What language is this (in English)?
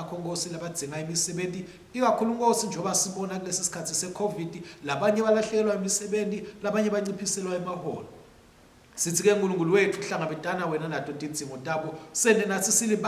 Swati